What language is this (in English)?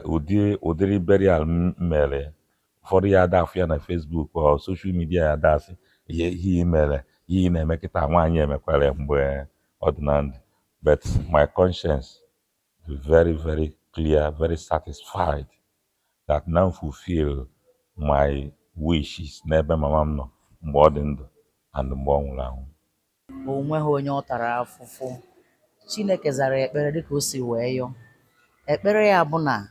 Igbo